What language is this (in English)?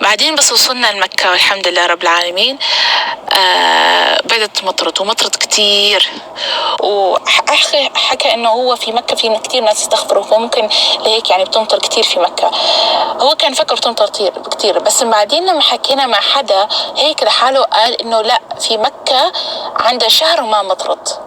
North Levantine Arabic